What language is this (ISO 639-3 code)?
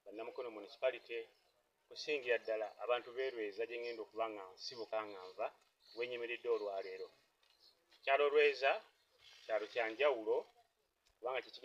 lug